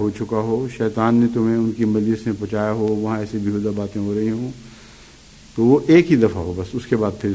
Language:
Urdu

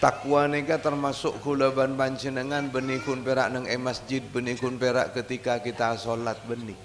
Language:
Madurese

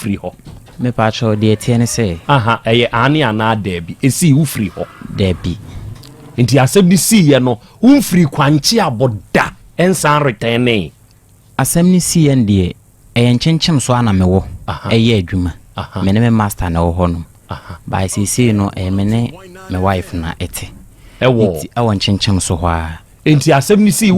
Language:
Akan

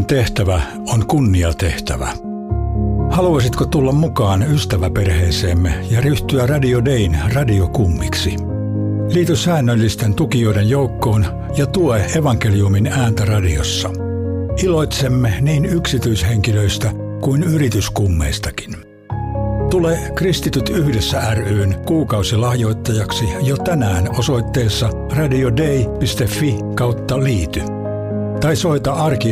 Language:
Finnish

